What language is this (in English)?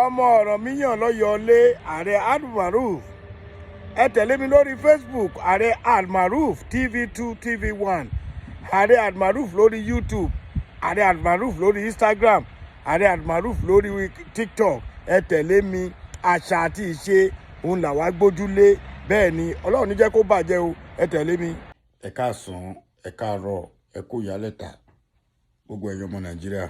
Yoruba